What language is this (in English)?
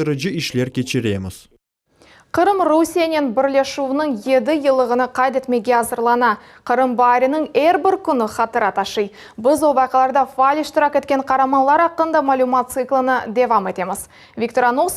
Crimean Tatar